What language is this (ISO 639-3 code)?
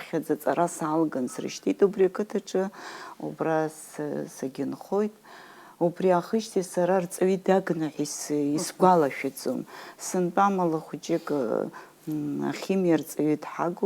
abk